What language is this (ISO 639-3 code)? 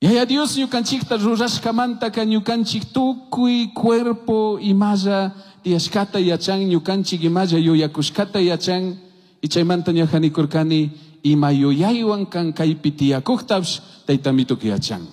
qug